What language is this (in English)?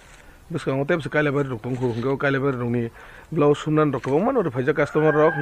Kok Borok